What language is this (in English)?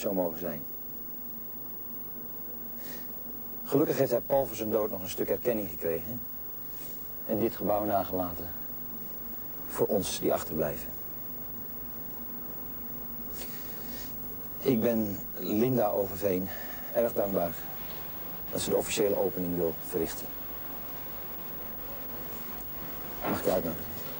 Dutch